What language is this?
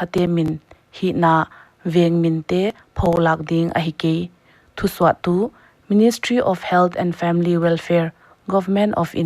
Paite Chin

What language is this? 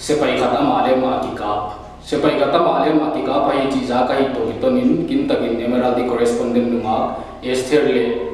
Paite Chin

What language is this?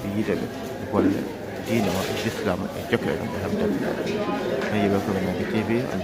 Fula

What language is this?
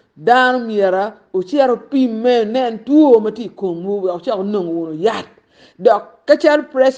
Acoli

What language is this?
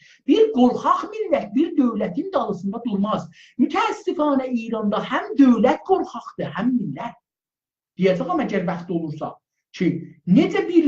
South Azerbaijani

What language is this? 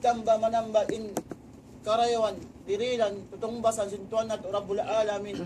Tausug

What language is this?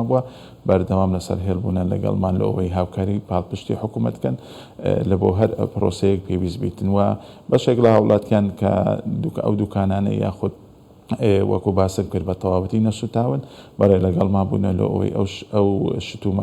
Central Kurdish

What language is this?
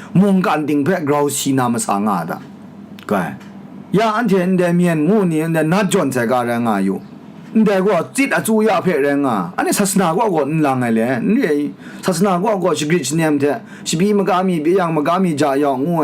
Kachin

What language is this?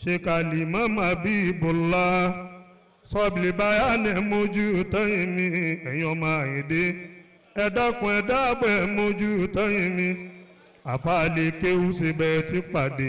Yoruba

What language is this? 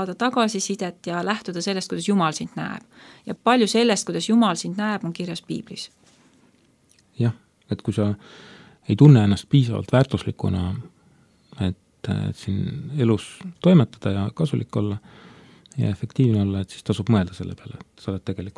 Estonian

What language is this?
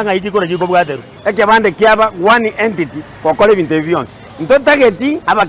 Gusii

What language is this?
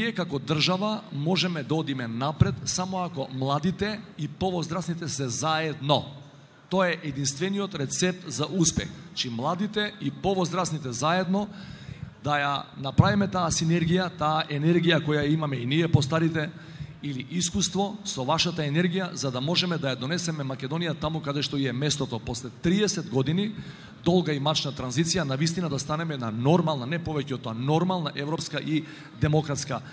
Macedonian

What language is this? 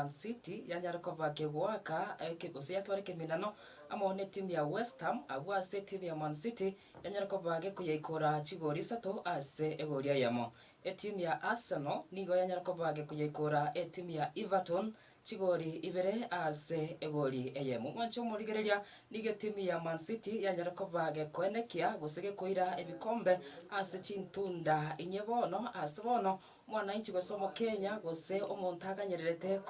Gusii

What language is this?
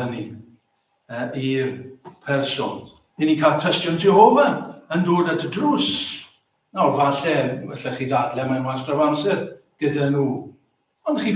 Welsh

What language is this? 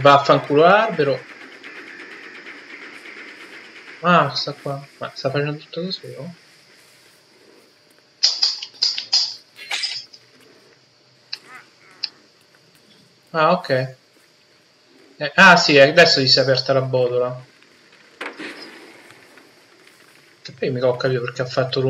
Italian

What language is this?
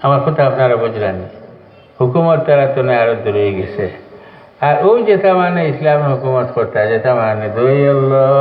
Sylheti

